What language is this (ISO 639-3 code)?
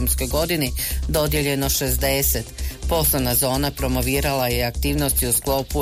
hrv